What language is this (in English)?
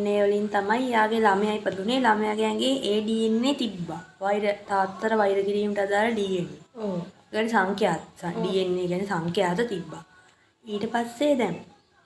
Sinhala